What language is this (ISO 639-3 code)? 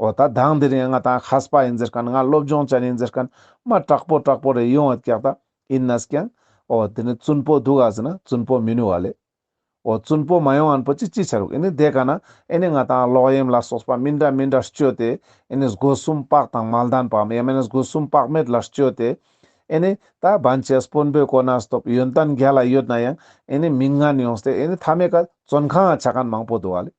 lbj